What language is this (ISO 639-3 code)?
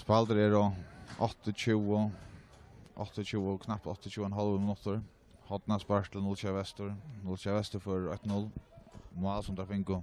fao